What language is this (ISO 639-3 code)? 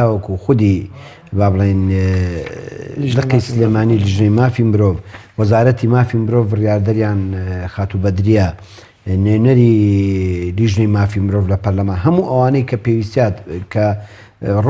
ckb